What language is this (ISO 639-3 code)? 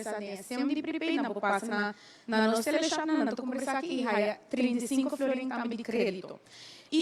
pap